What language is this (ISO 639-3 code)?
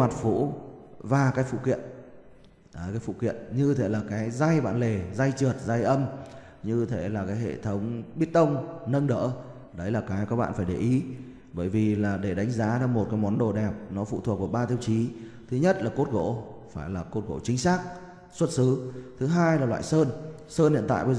vie